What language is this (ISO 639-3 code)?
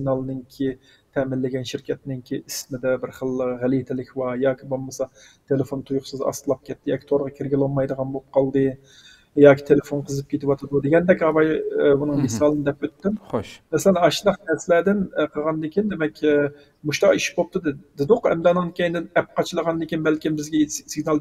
uig